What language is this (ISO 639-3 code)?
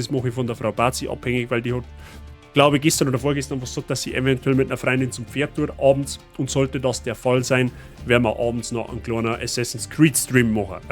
bar